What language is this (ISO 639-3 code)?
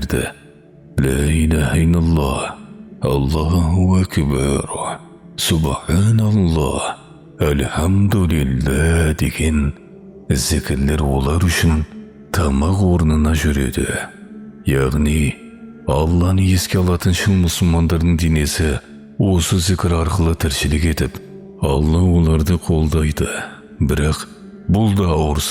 kaz